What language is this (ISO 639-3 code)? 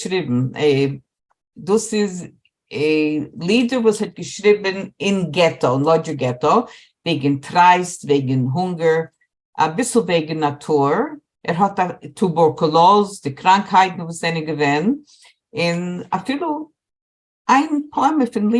yid